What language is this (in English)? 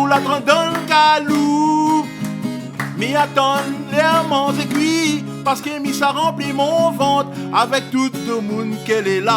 Réunion Creole French